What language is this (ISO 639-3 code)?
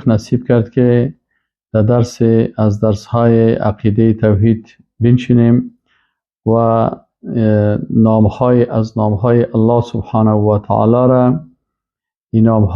fas